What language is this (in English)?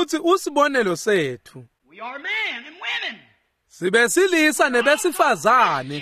Swati